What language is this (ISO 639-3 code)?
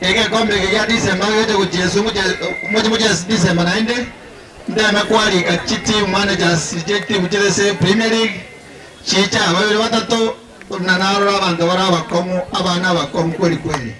guz